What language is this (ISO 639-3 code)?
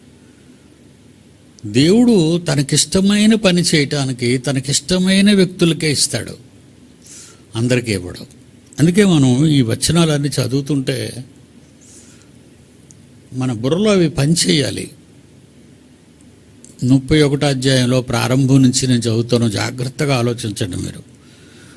tel